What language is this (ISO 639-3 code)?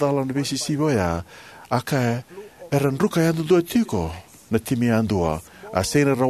fij